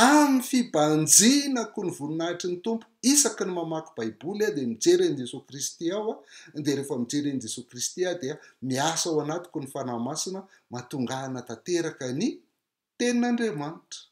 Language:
Malagasy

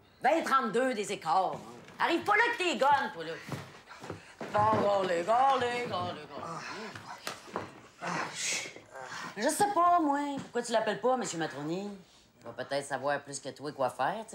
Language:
French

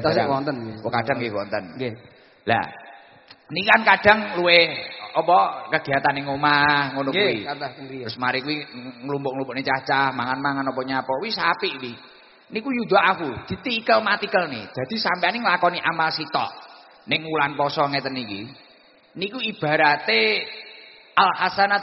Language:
Javanese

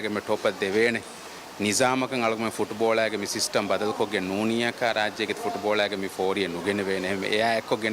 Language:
Divehi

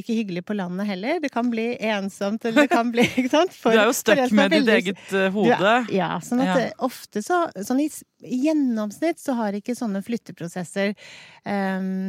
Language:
Norwegian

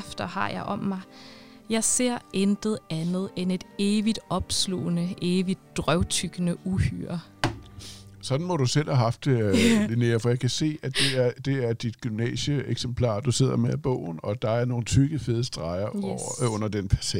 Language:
Danish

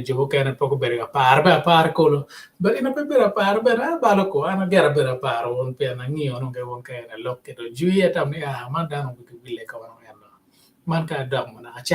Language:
Acoli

